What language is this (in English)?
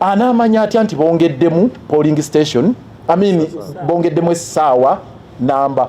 Ganda